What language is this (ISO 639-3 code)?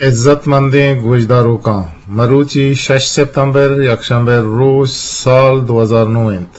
bgp